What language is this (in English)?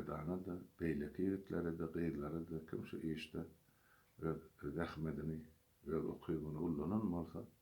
Turkmen